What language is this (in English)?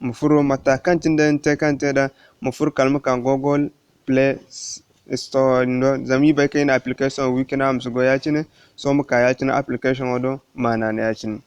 Zarma